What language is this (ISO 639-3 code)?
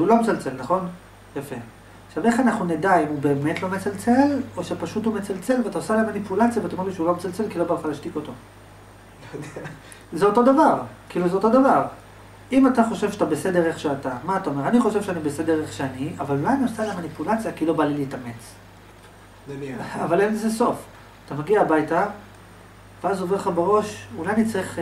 heb